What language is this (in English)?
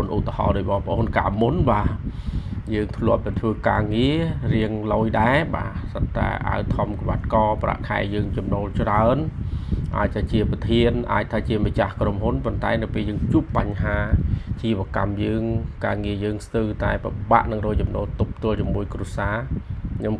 Khmer